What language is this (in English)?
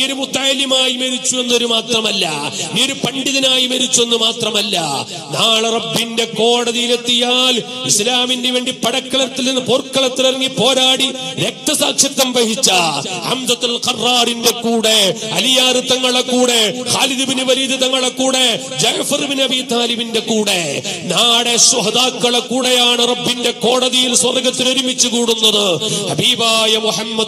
Malayalam